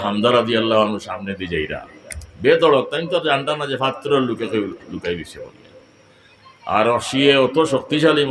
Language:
Sylheti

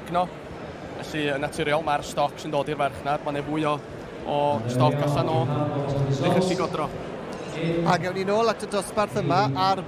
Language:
Welsh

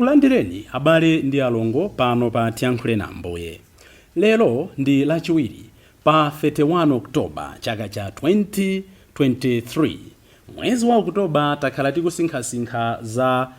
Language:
Nyanja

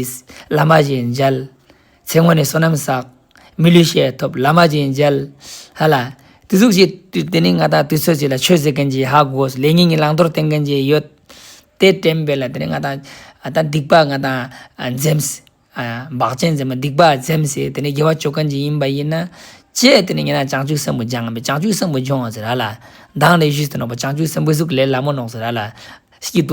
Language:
Ladakhi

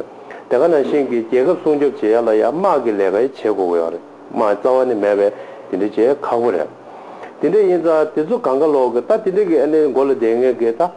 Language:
Tibetan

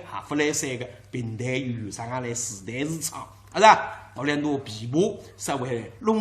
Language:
Wu Chinese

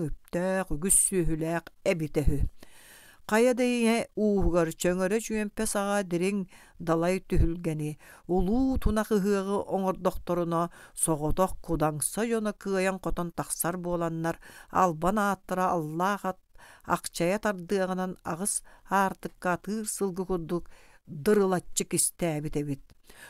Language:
Yakut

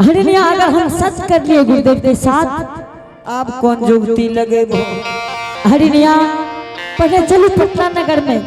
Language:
Angika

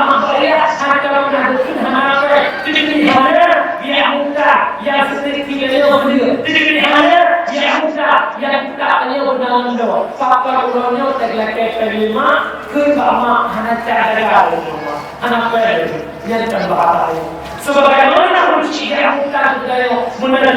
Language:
Achinese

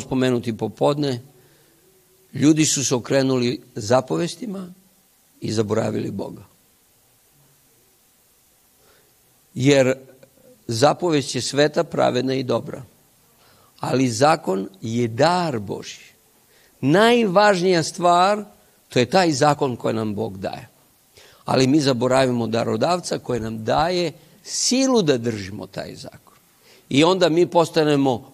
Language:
Serbian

